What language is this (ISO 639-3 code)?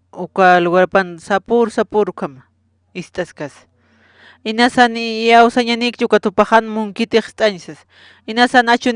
aym